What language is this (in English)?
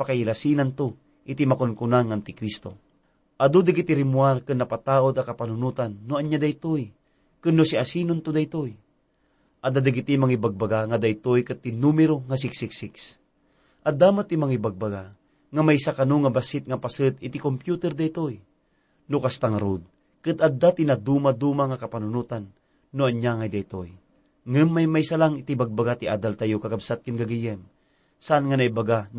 Iloko